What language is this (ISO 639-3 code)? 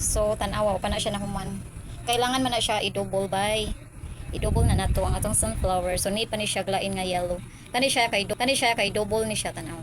ceb